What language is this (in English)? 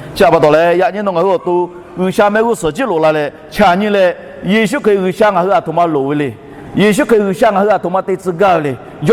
Lahu